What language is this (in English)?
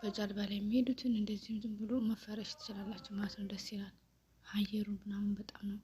Amharic